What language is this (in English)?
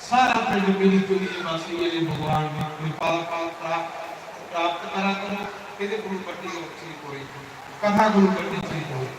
Dogri